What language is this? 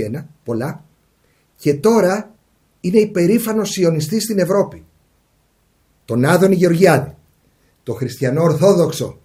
Greek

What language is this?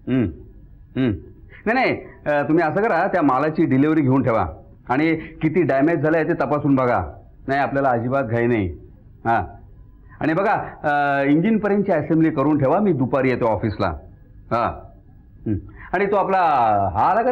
Marathi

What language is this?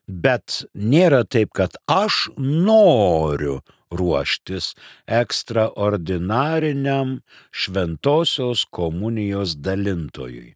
Lithuanian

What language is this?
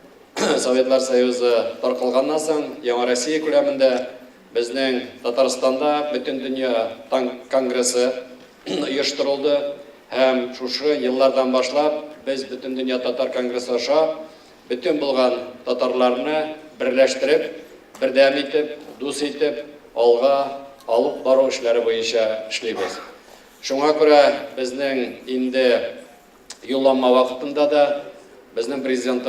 Tatar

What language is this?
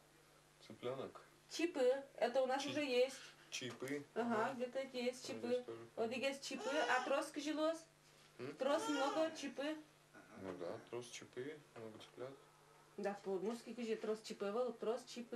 Udmurt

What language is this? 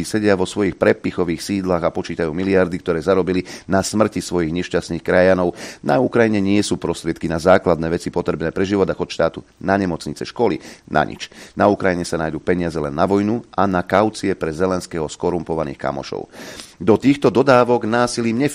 Slovak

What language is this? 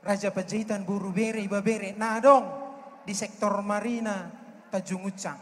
Batak Toba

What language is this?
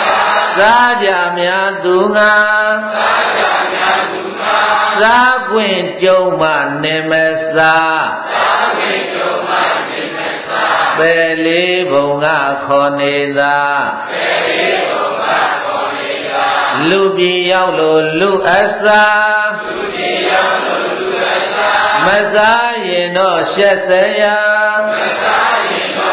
Burmese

